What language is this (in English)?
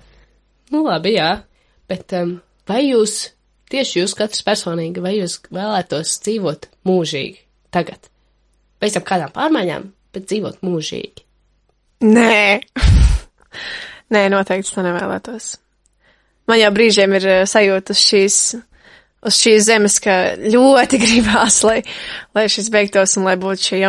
Latvian